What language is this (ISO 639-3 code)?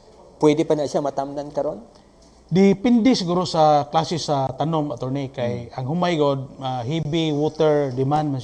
ceb